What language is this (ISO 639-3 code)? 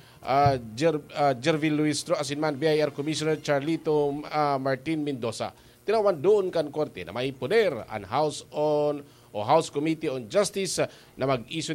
bik